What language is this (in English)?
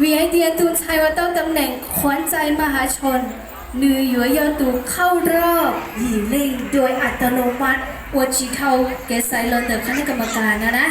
Hmong